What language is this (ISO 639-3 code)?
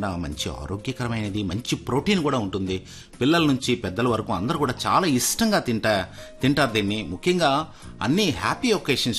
tel